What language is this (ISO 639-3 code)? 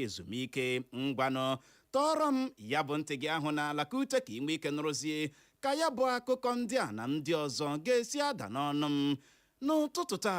ibo